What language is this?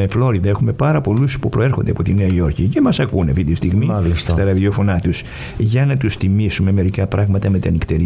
Greek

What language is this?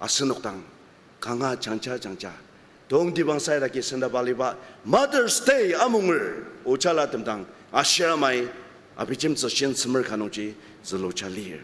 Ao Naga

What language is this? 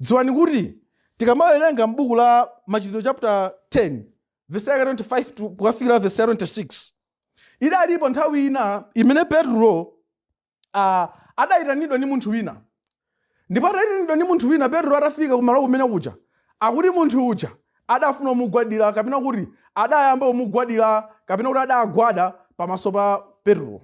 Nyanja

